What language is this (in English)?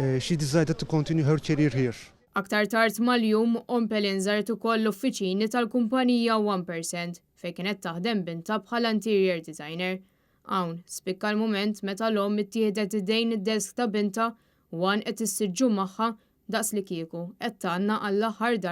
Maltese